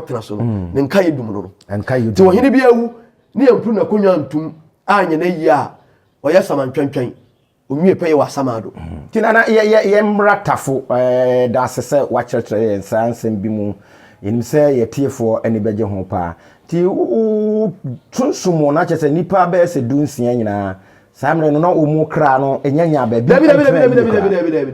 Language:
Akan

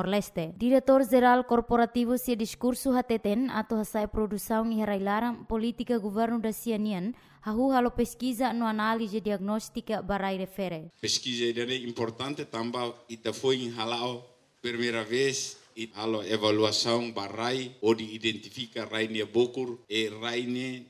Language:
Tetum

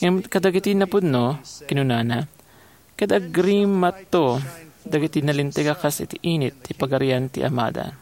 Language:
Iloko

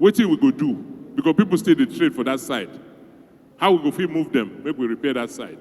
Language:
Nigerian Pidgin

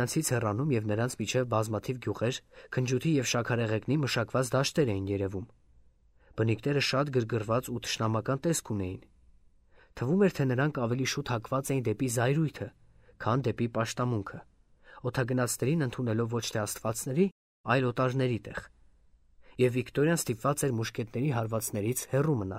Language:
Armenian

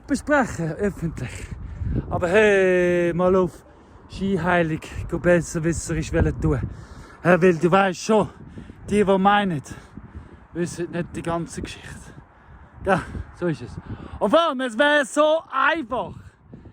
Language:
Swiss German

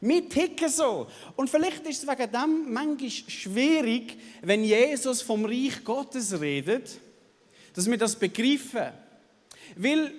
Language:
Swiss German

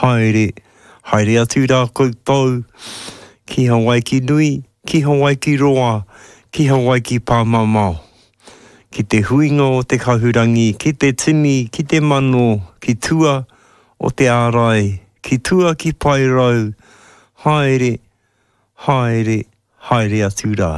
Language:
Māori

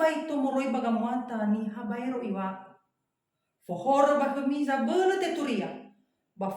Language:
Nias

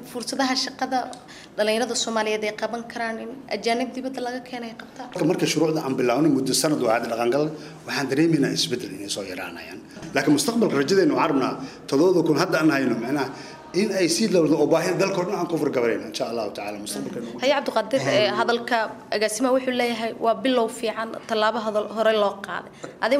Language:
Somali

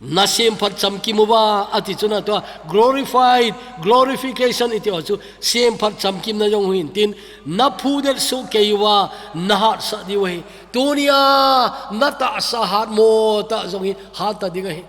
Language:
Thado Chin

